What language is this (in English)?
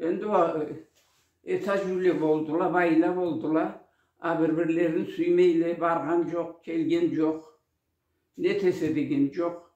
Karachay-Balkar